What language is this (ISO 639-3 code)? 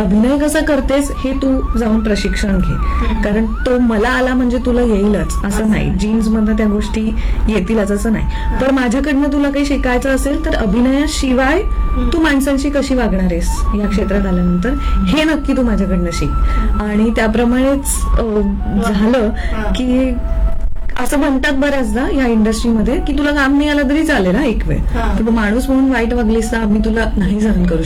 mar